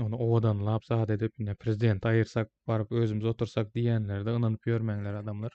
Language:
Turkmen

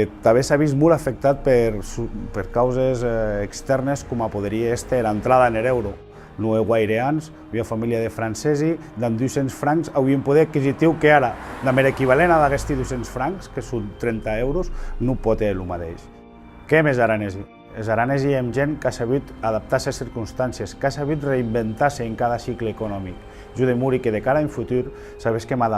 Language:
Occitan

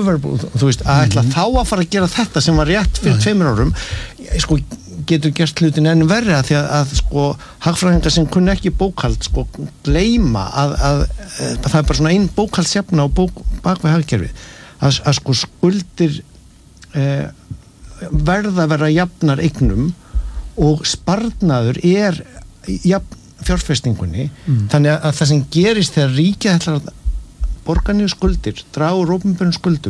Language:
Icelandic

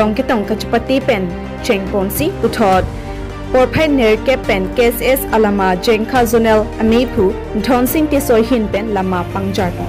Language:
Karbi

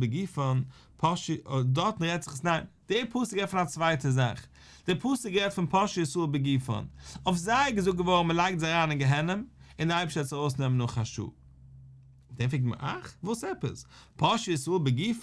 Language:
Yiddish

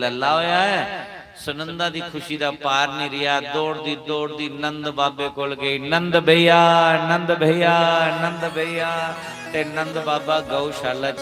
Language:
Dogri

